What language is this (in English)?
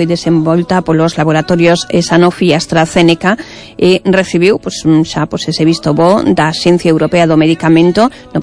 Galician